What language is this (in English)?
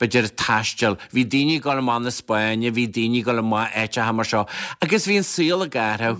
Irish